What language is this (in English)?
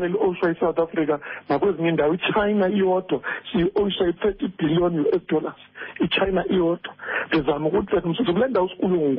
Xhosa